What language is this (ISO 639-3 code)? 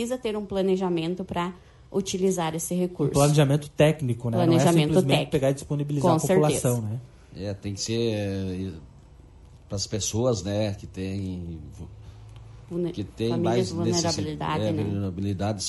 por